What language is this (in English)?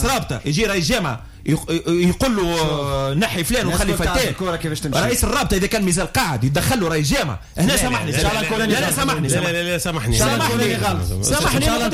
Tunisian Arabic